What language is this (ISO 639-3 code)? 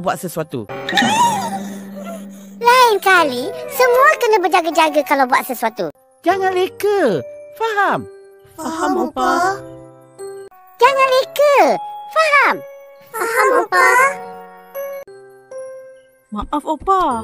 msa